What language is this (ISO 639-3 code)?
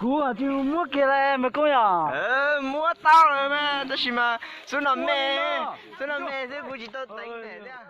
hmn